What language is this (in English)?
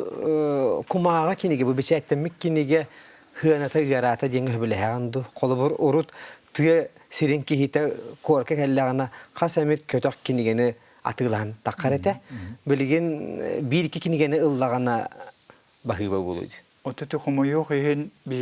Yakut